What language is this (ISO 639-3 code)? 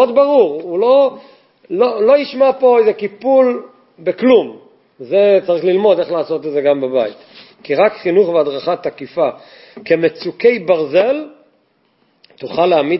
heb